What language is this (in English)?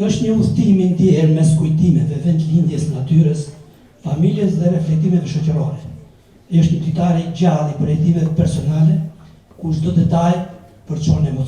Albanian